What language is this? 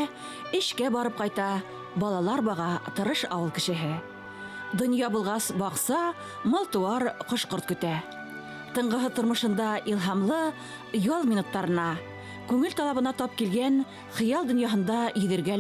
Bashkir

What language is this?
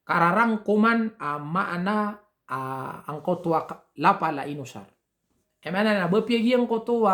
Maranao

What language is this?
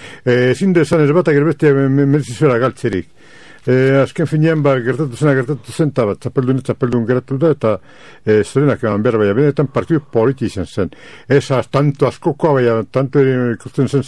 Basque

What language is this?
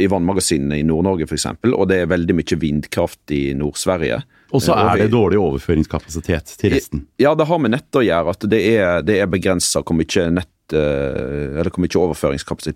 Norwegian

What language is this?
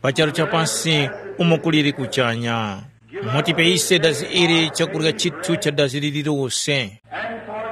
Tumbuka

